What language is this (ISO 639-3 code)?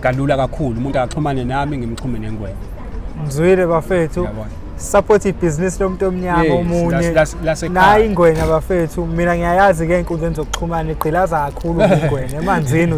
zul